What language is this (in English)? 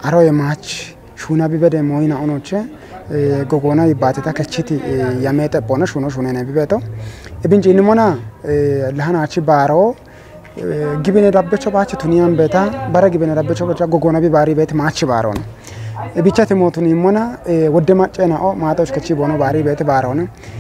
Kafa